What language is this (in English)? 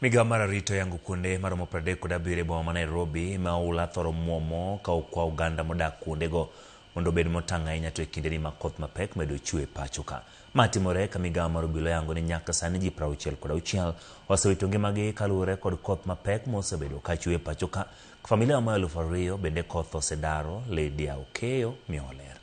Luo (Kenya and Tanzania)